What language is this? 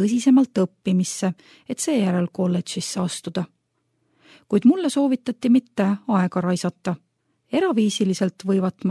Estonian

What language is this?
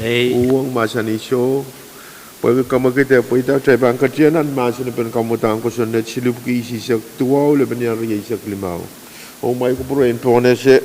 Pohnpeian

